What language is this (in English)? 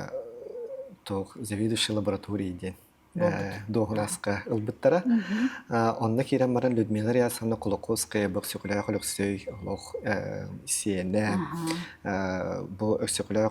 Yakut